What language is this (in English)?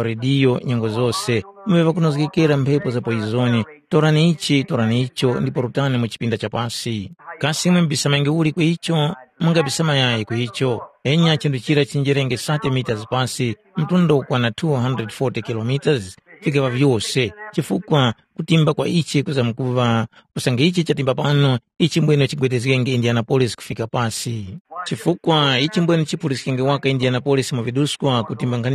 Tumbuka